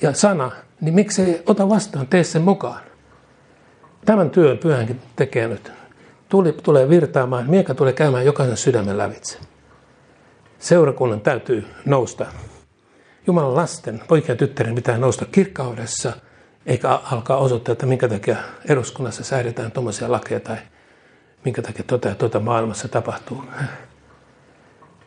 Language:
Finnish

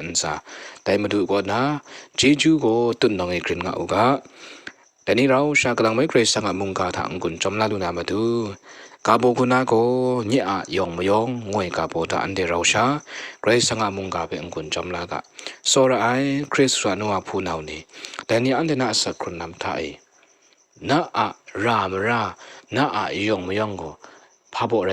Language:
Kachin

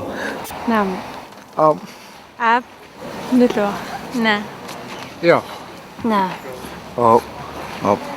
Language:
Kalaallisut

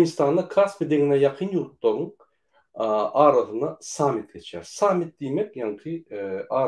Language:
Turkmen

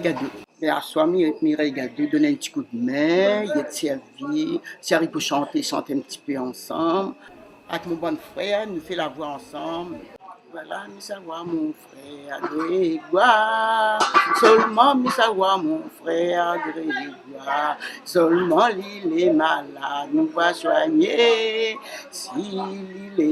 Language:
Réunion Creole French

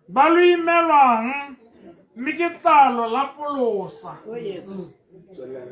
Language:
Tswana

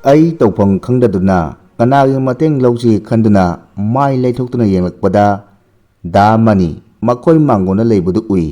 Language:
Manipuri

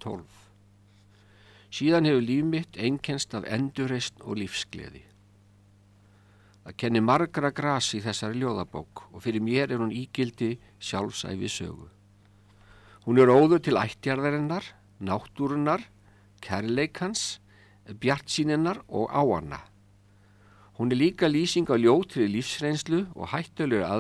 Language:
Icelandic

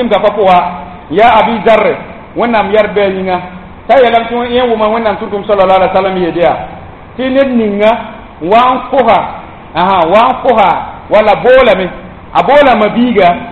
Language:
Mossi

